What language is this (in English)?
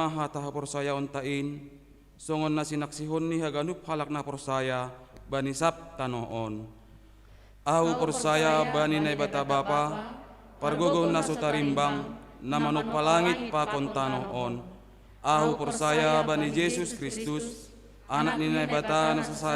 Batak Simalungun